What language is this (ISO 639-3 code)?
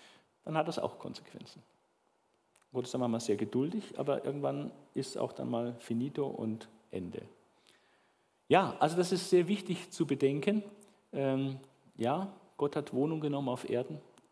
deu